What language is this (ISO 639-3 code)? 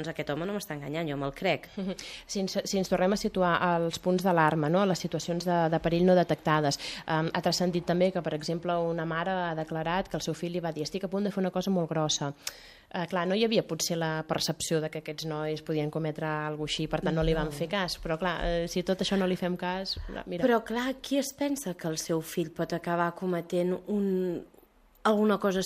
cat